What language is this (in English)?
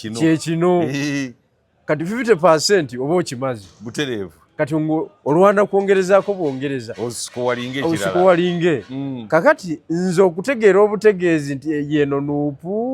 Ganda